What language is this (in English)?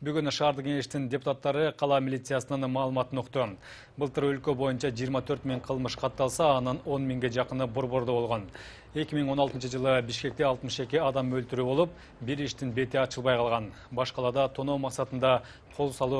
Kyrgyz